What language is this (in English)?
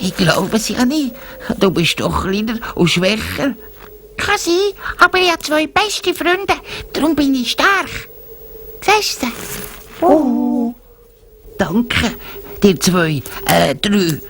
Swiss German